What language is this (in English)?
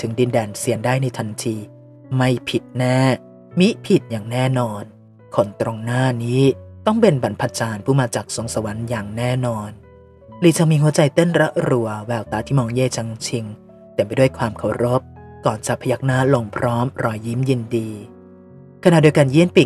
Thai